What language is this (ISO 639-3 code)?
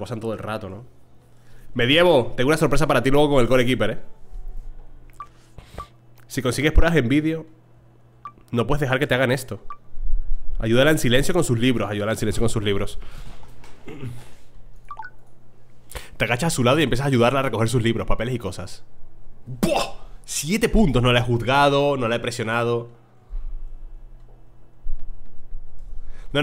spa